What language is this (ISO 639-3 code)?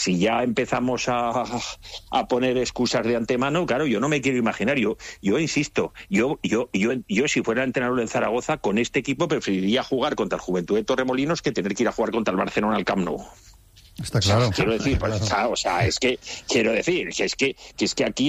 spa